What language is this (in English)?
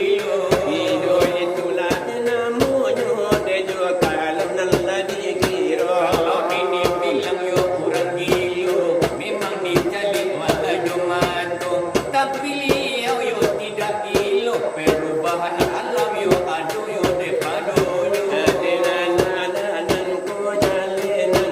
Minangkabau